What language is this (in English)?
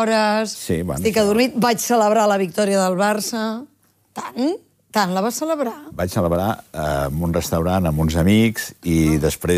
Catalan